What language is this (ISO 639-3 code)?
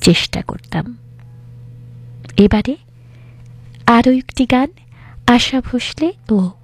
ben